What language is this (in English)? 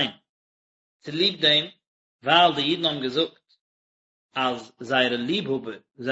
Yiddish